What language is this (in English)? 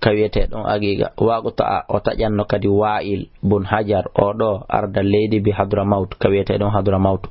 Fula